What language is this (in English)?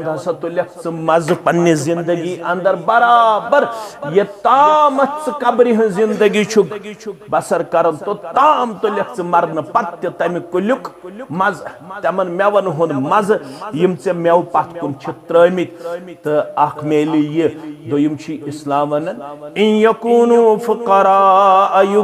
Kashmiri